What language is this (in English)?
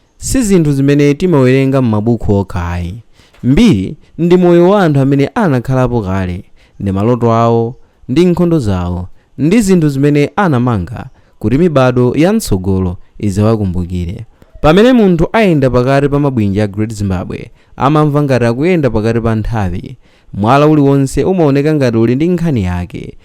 Nyanja